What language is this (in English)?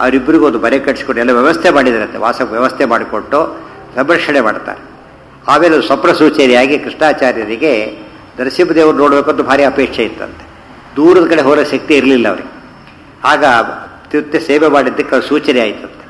Kannada